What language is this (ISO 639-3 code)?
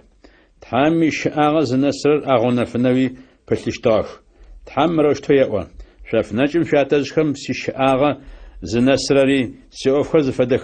ady